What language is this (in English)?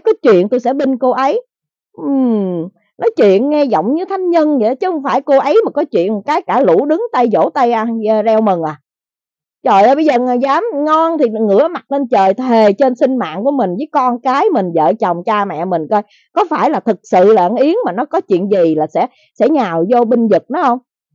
Vietnamese